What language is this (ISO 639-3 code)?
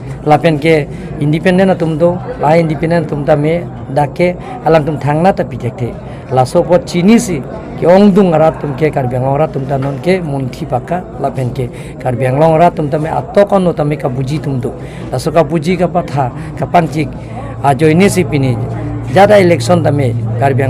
mjw